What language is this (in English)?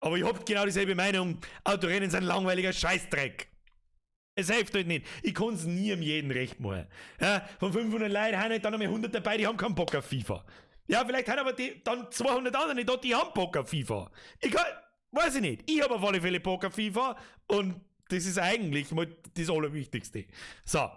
Bavarian